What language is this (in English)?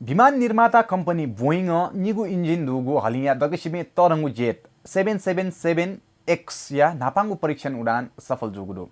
Newari